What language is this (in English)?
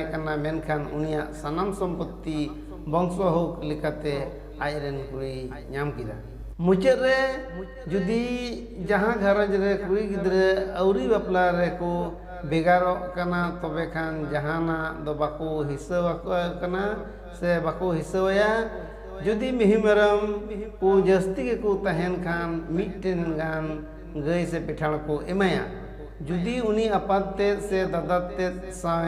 Santali